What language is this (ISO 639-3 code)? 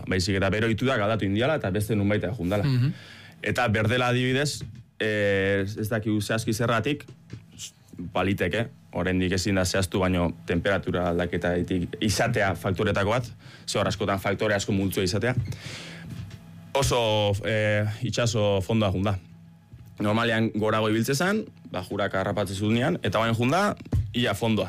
eus